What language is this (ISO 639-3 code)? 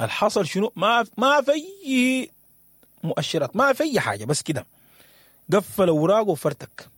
apd